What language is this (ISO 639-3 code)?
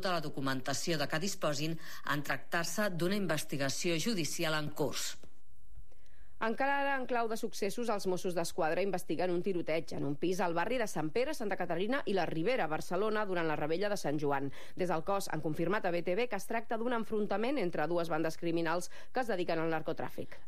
cat